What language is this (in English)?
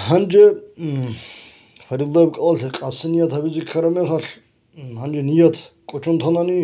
Avaric